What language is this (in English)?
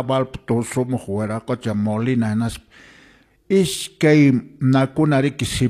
Quechua